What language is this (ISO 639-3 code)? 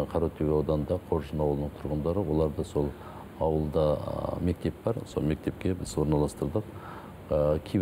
kaz